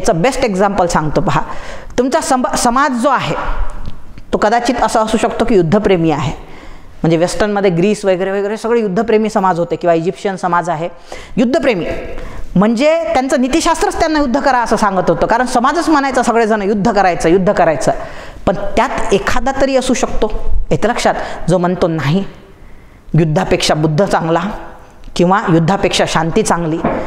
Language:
Marathi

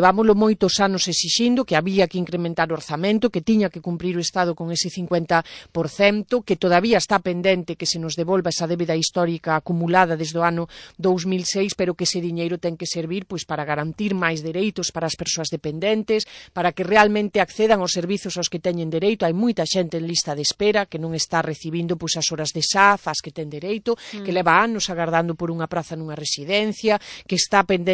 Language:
Galician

